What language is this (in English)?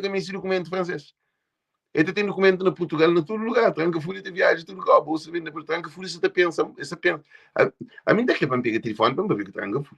Kabuverdianu